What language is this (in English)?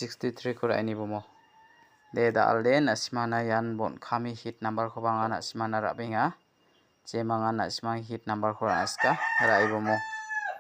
Garo